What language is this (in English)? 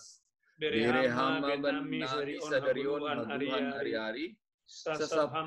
Batak Simalungun